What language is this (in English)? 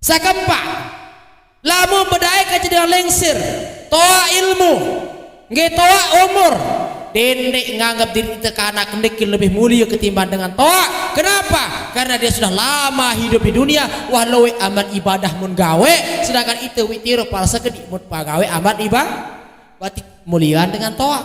Sasak